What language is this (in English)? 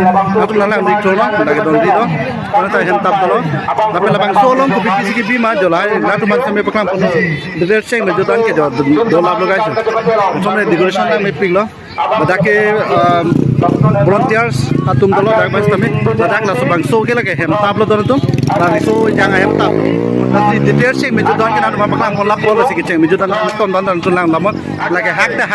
Karbi